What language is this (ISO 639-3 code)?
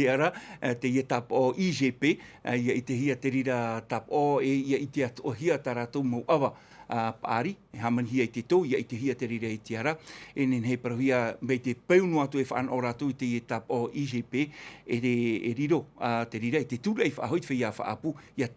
tah